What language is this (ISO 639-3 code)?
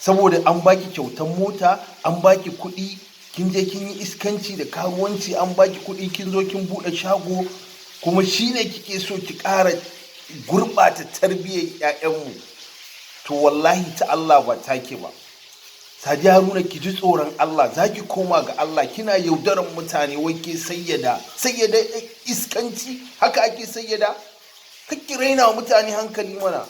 hau